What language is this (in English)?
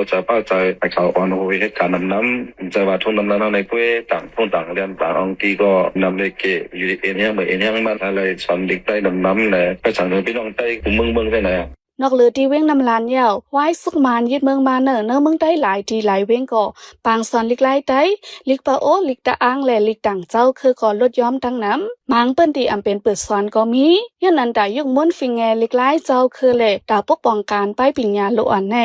Shan